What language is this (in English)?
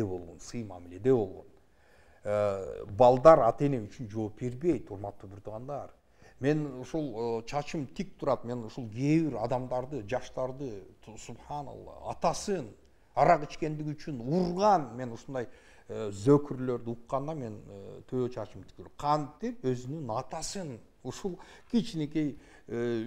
Kyrgyz